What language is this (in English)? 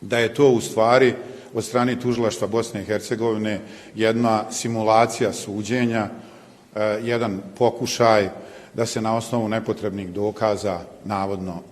Bosnian